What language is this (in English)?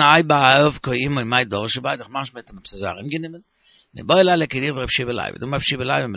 Yiddish